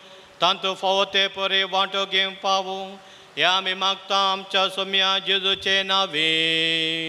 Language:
Konkani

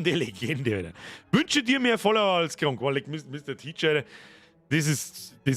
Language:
Bavarian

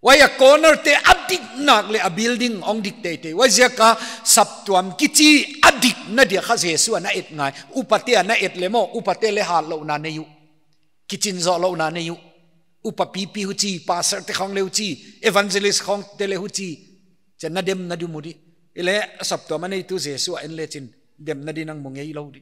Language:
Paite Chin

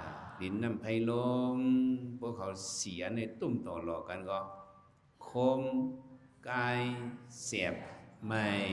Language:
Shan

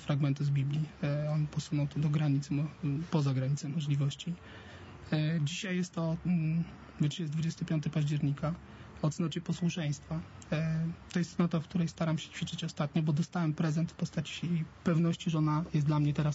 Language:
Polish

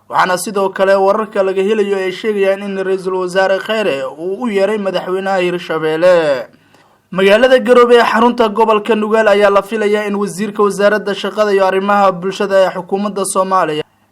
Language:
Somali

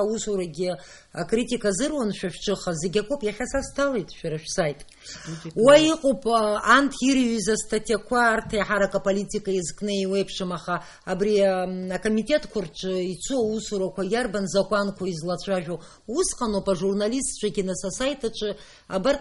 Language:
Abkhazian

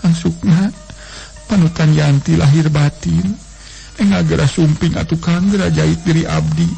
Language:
Sundanese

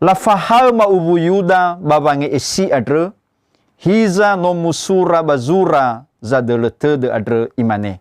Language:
Nias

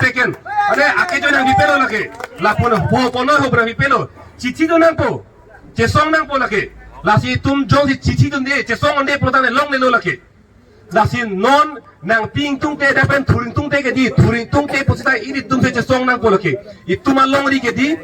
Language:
Karbi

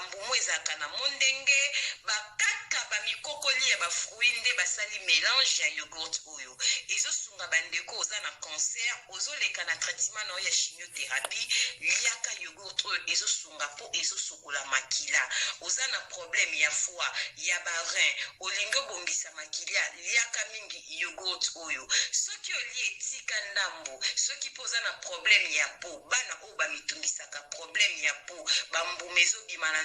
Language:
Lingala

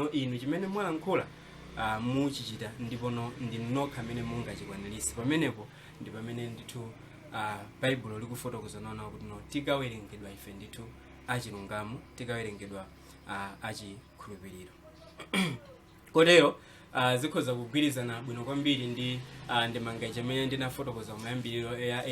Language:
Nyanja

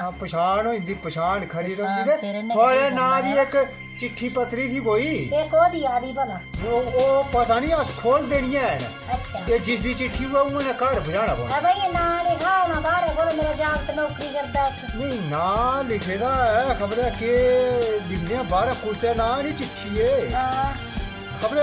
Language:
Dogri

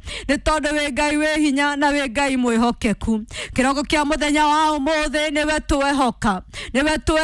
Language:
Kikuyu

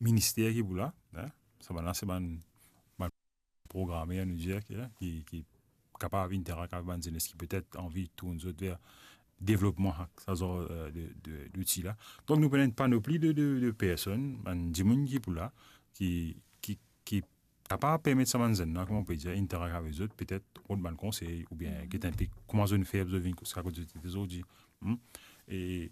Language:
Morisyen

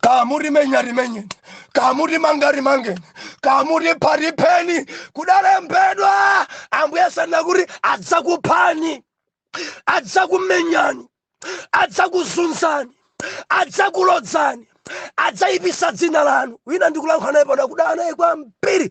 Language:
Nyanja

